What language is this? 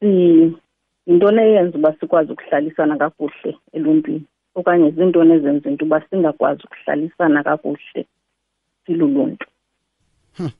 Xhosa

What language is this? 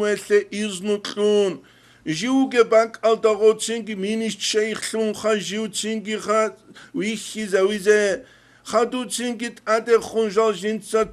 Avaric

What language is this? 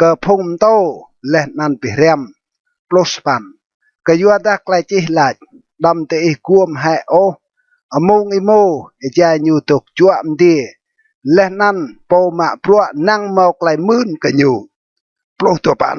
Rade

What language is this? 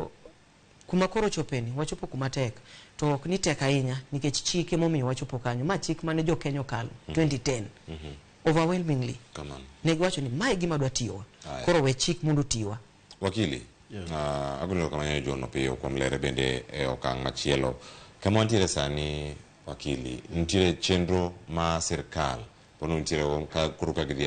Luo (Kenya and Tanzania)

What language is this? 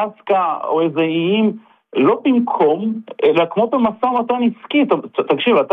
Hebrew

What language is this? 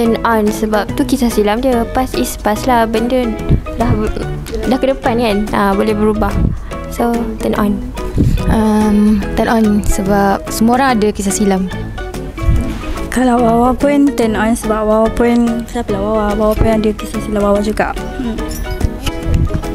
Malay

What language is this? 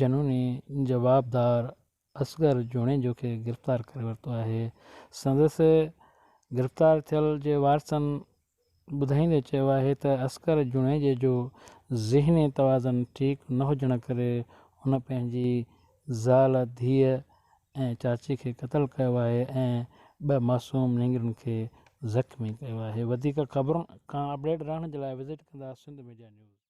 Sindhi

